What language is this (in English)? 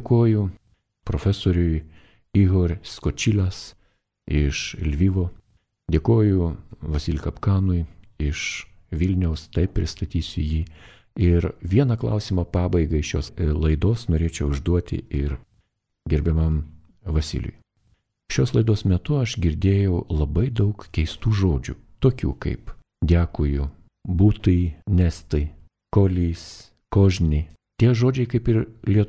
Lithuanian